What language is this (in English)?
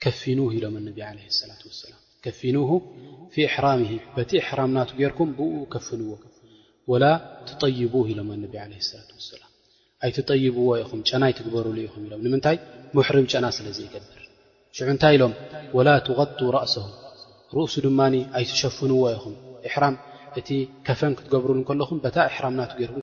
Tigrinya